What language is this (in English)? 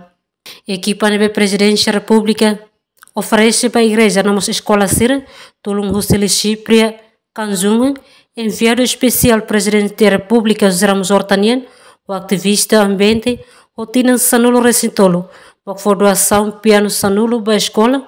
Tetum